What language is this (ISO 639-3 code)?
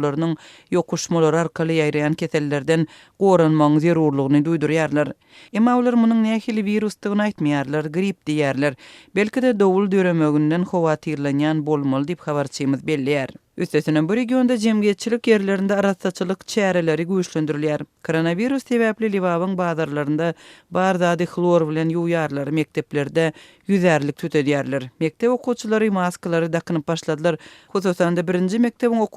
tuk